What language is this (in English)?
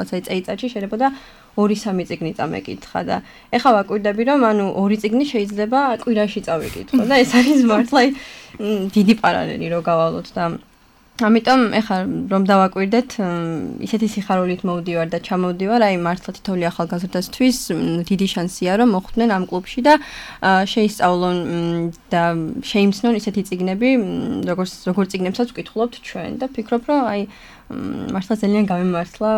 Georgian